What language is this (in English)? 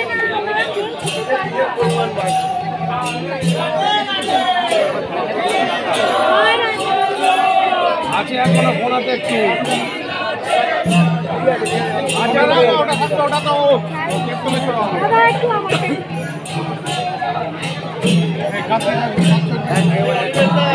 Bangla